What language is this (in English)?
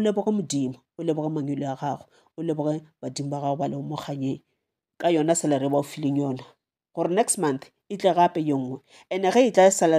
Northern Sotho